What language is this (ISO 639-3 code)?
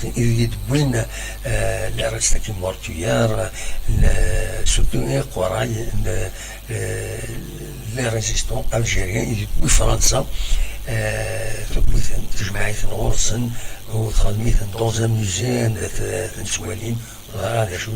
kab